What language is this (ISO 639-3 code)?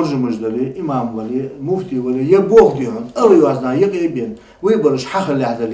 inh